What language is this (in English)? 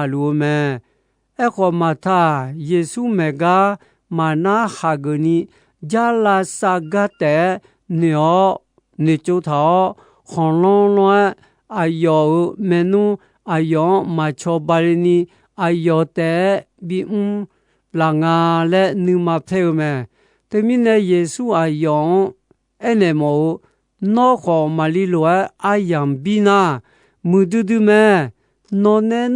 Akha